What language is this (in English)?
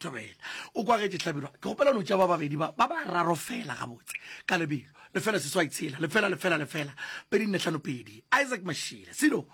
Northern Sotho